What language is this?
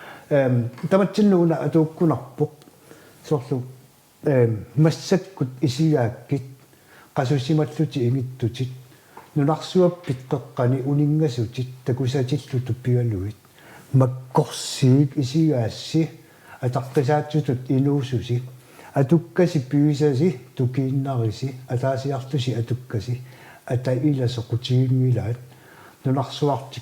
Kalaallisut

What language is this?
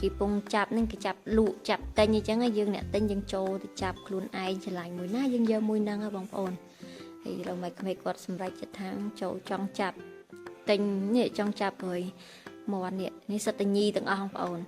Khmer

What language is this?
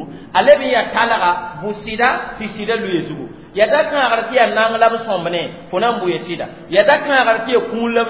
Mossi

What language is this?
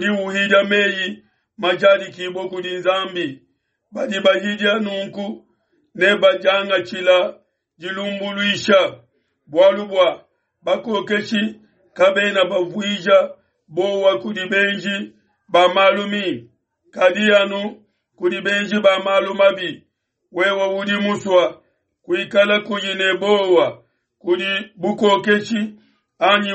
Luba-Lulua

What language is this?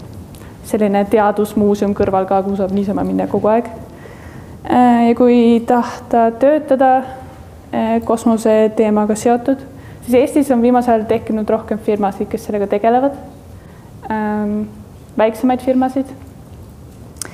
Estonian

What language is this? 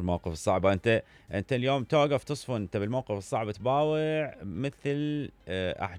Mesopotamian Arabic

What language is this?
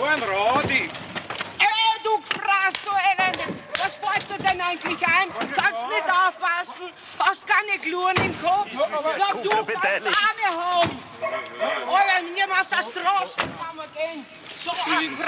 Bavarian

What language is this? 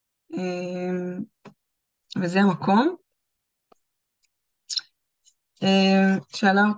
Hebrew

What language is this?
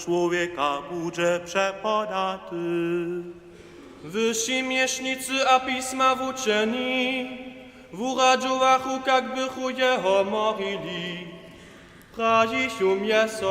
Upper Sorbian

